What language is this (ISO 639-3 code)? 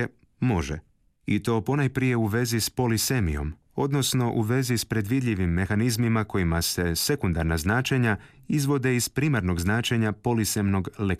hrv